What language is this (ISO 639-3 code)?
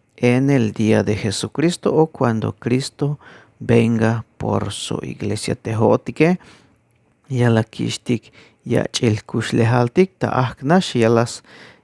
tzh